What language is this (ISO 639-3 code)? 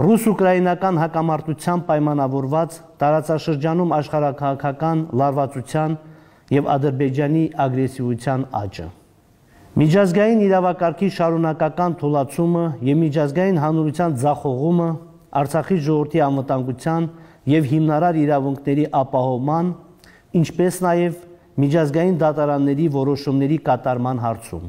hye